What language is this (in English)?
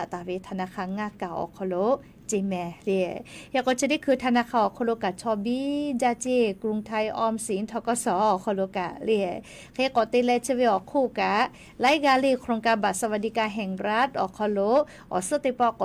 Lahu